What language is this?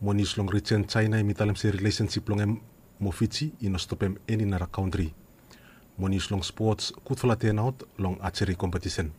Bislama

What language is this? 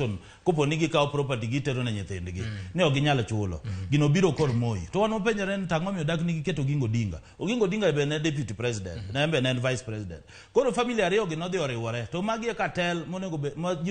Luo (Kenya and Tanzania)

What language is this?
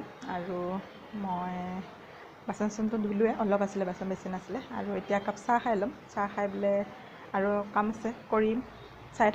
Assamese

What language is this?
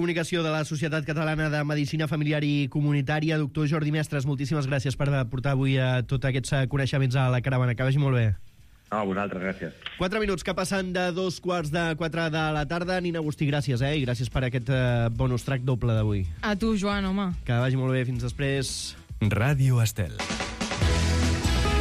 Catalan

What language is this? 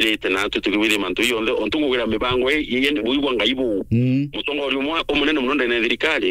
Meru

